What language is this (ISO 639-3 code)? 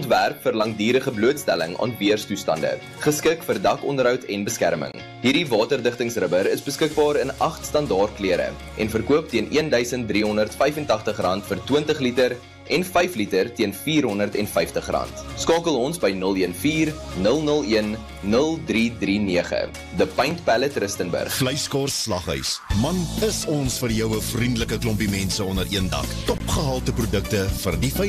afr